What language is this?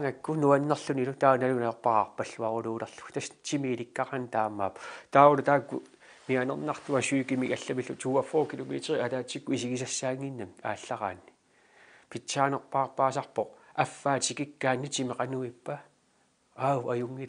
Kalaallisut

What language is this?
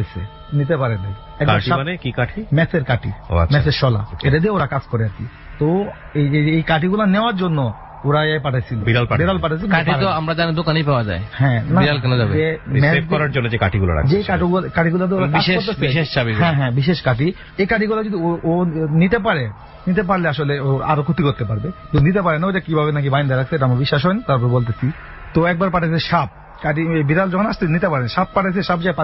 Bangla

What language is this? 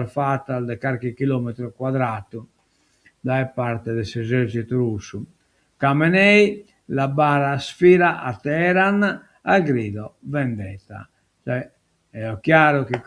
Sardinian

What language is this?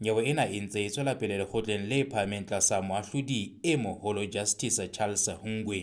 Southern Sotho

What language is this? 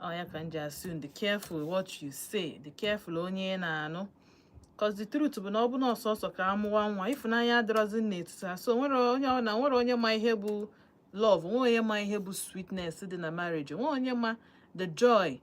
Igbo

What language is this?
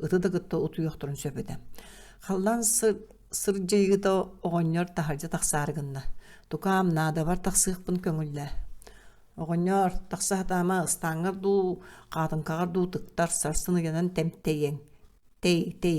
Yakut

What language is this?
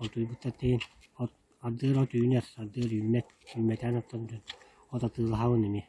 Yakut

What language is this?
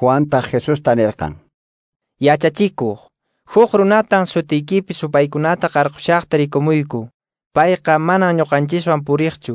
Quechua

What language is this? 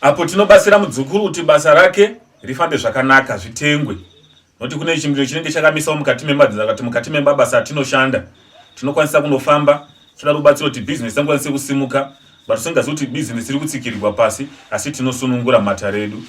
Shona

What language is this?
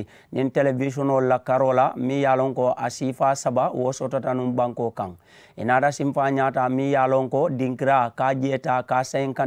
Mandingo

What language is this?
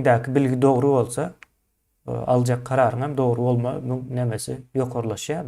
Turkmen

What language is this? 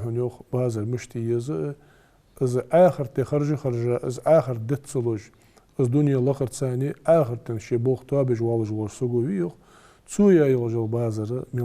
Ingush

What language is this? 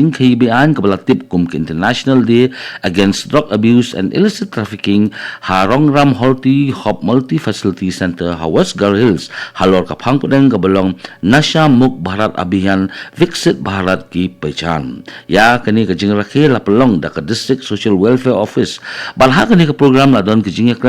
Khasi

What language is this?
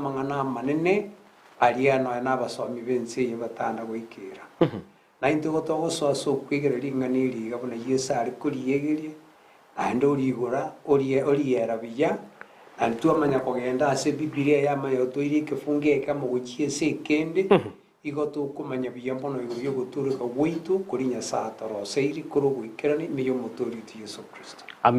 Gusii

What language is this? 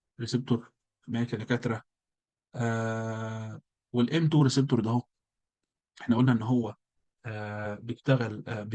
Egyptian Arabic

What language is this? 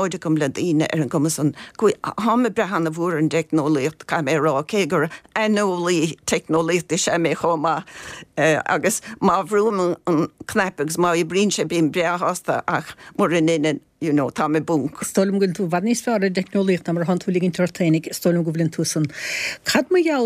Irish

